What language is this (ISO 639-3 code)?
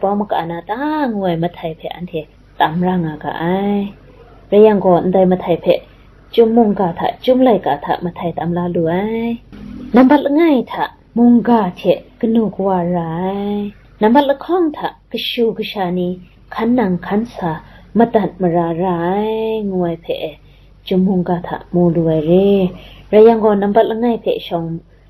kac